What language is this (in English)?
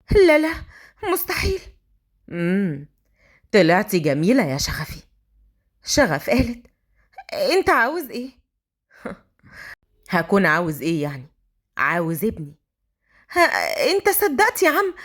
Egyptian Arabic